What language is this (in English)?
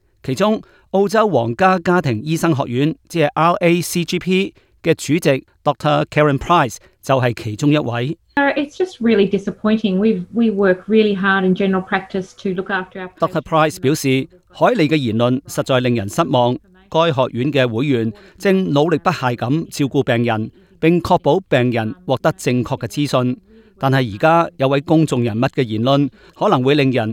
Cantonese